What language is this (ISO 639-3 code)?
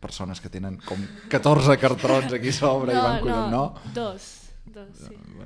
cat